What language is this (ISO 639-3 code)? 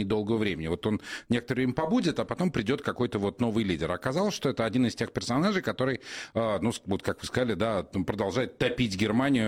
rus